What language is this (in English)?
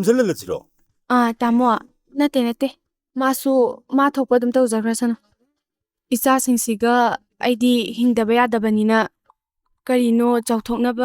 Manipuri